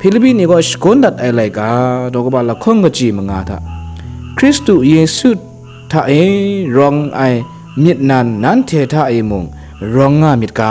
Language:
Kachin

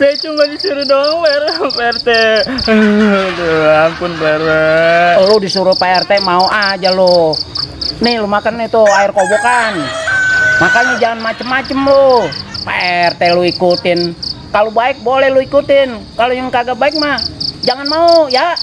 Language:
Betawi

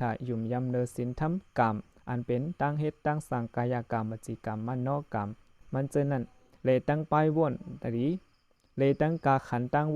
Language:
Shan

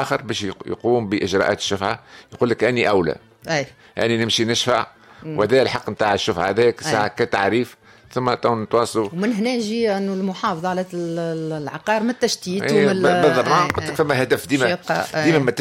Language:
Tunisian Arabic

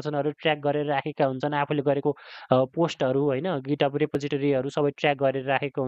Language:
Nepali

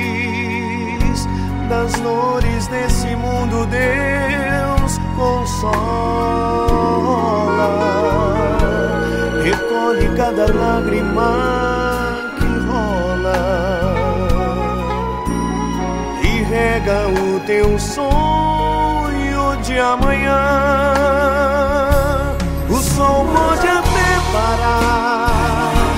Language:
Portuguese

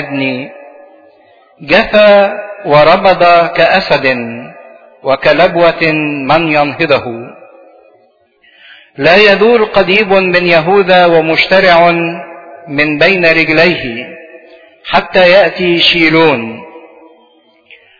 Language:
Egyptian Arabic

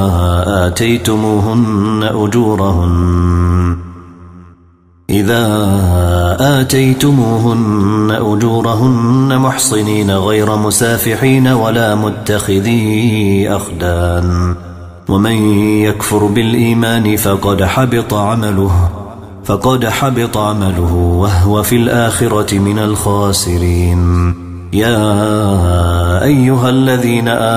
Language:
Arabic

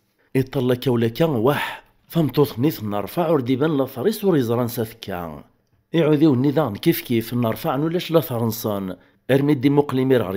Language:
Kabyle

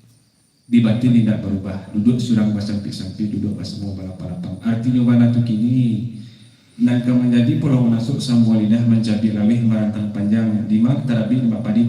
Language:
Minangkabau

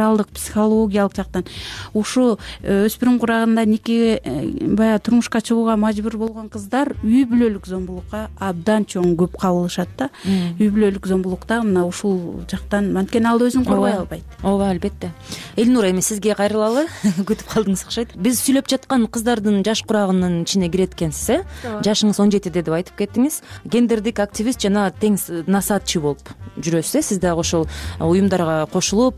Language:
Kyrgyz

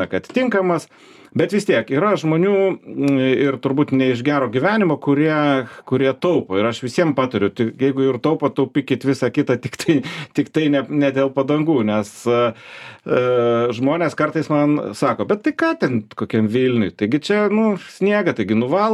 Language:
Lithuanian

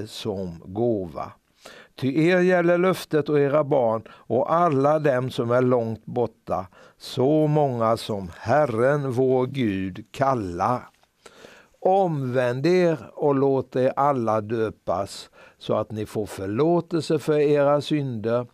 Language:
Swedish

